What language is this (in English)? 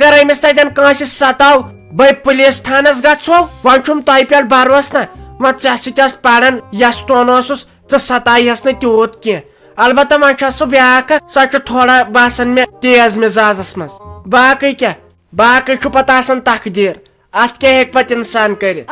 Kashmiri